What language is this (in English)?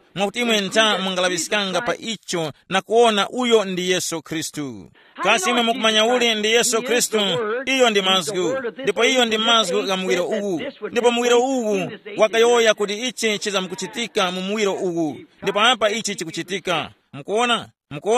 Tumbuka